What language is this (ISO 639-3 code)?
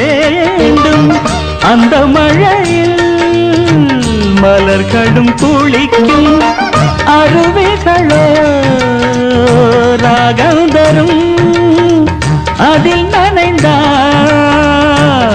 tam